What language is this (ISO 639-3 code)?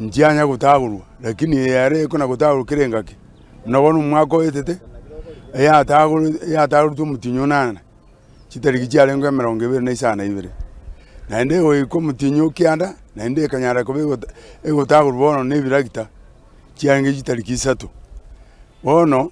guz